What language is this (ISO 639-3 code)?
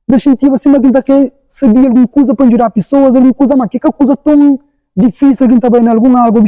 kea